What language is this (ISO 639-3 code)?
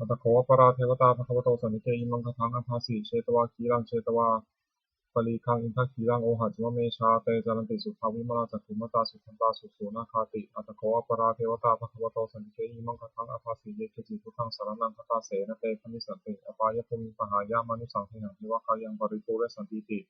pli